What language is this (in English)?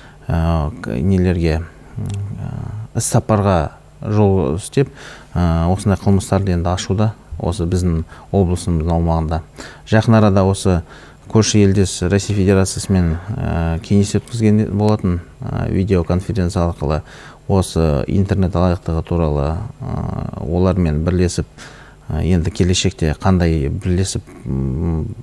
Kazakh